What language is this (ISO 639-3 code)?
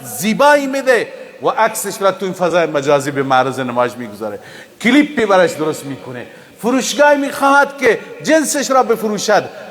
fas